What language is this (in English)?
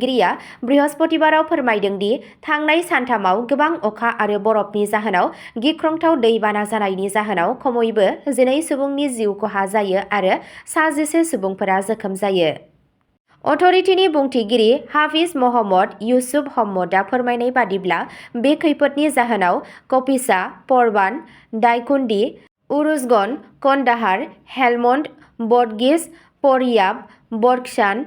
Bodo